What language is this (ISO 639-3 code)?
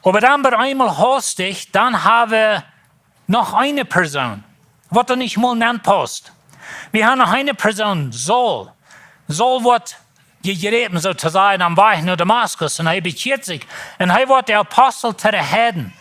pdt